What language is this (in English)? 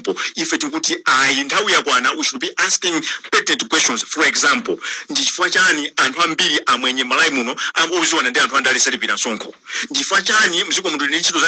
Nyanja